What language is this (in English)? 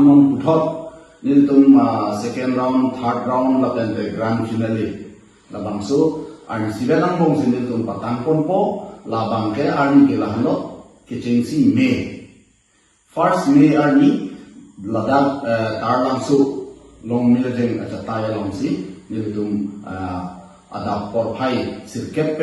Karbi